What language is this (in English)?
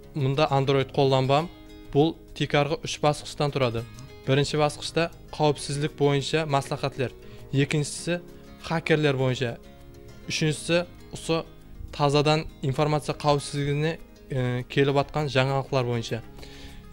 Kara-Kalpak